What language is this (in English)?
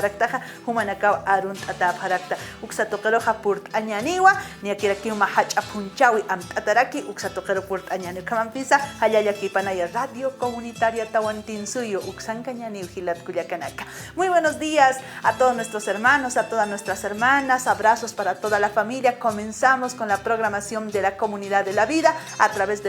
Aymara